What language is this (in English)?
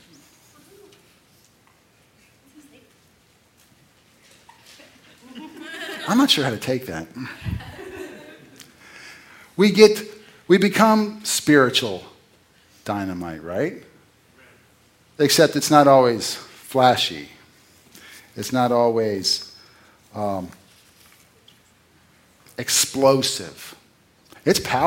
English